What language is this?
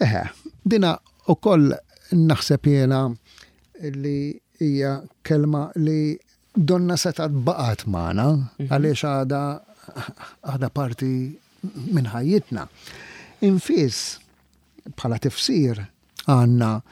Maltese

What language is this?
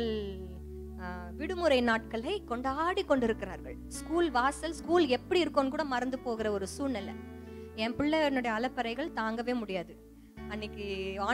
Tamil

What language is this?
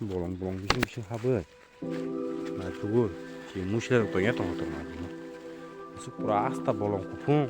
Kok Borok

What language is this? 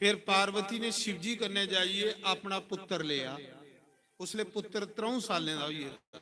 Dogri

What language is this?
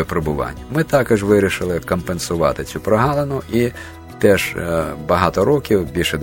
Ukrainian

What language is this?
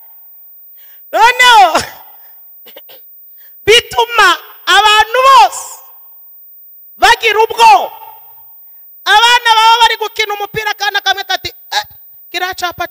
Kinyarwanda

